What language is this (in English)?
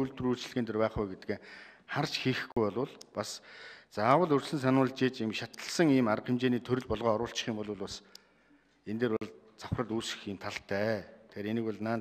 Mongolian